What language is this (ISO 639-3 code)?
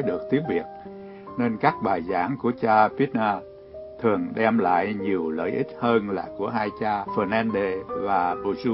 vie